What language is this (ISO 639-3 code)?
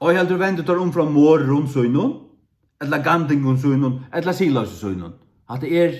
fao